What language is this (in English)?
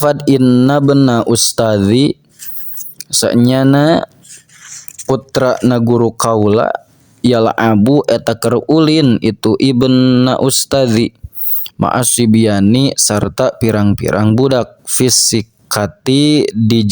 Sundanese